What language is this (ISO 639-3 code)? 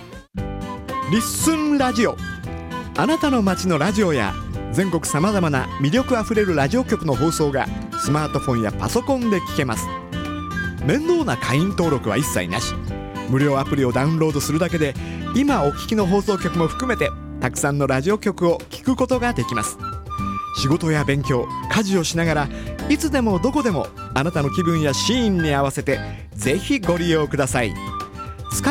jpn